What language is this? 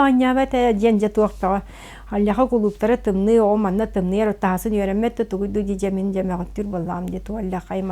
Yakut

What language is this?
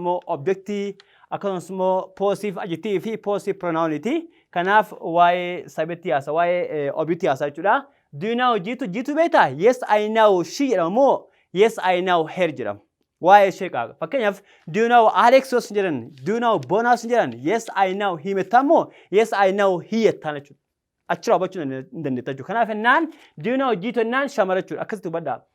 Oromo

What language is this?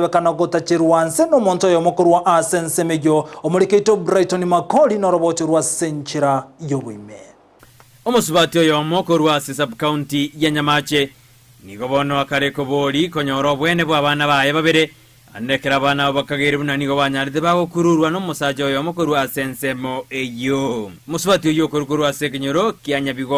Gusii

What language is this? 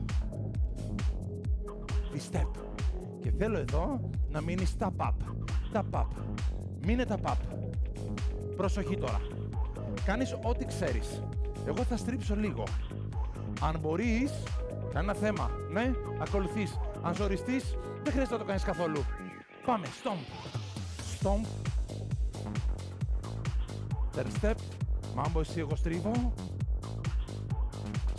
Greek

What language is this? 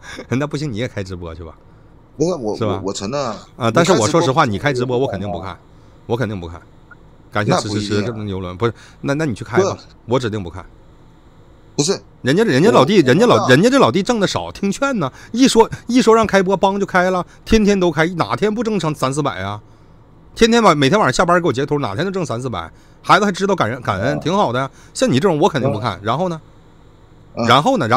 Chinese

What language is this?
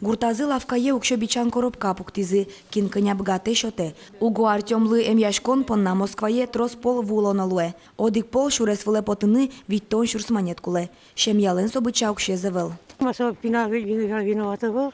Udmurt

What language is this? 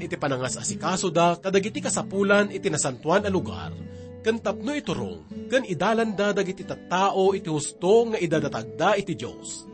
Iloko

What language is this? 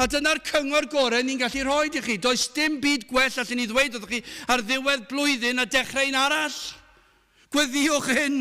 Welsh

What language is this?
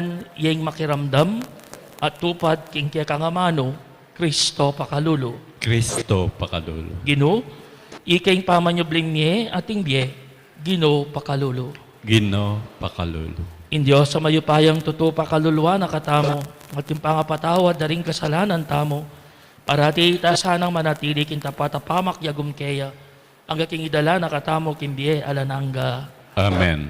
Pampanga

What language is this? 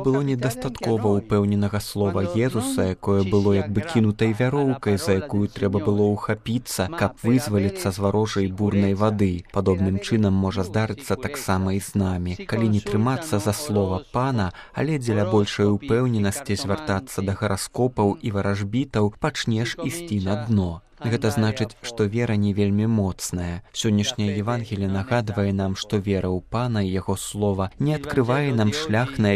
Belarusian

